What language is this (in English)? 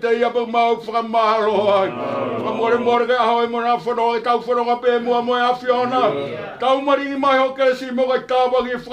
Tongan